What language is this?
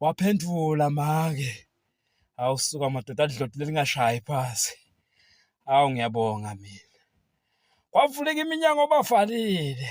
Swati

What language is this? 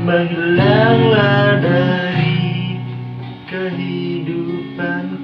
Minangkabau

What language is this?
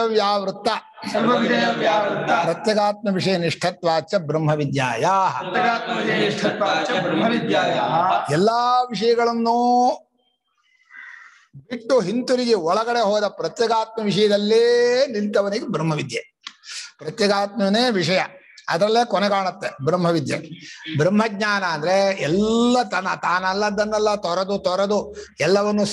Kannada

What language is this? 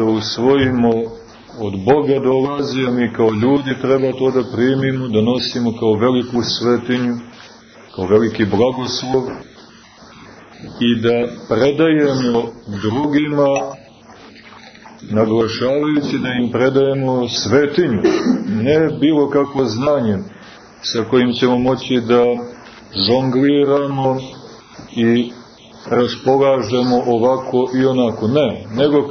Serbian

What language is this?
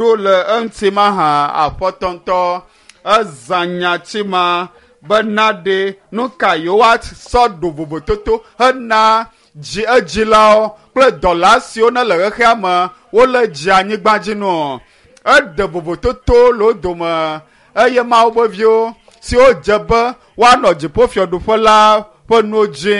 Ewe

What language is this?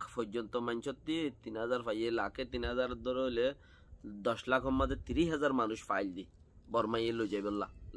Rohingya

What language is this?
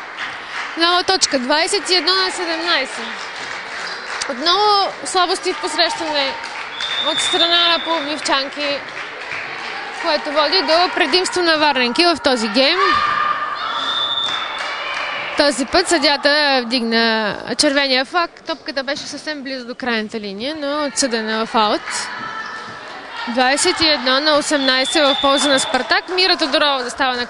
Bulgarian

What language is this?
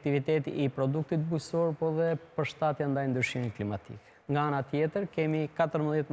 Albanian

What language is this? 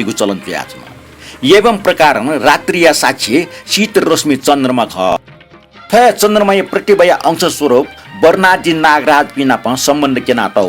Newari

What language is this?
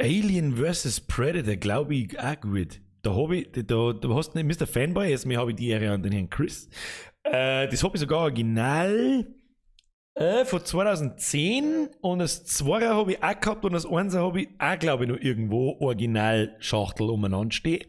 Bavarian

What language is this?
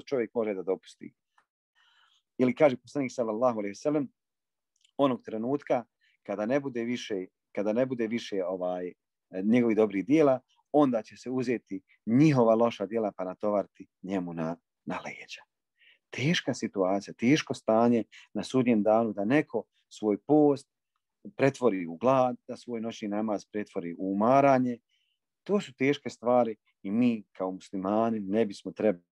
Bosnian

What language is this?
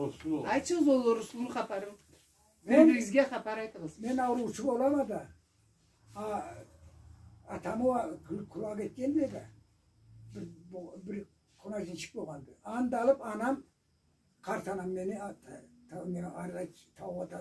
Karachay-Balkar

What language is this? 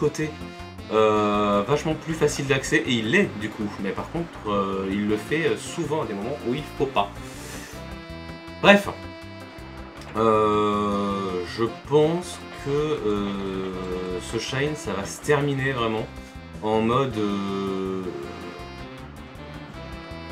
French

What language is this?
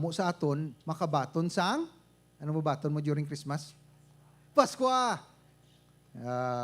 Hiligaynon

